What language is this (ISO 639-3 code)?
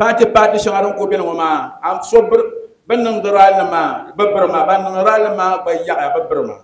dag